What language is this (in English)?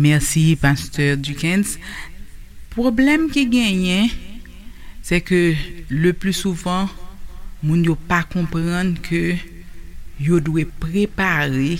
Haitian Creole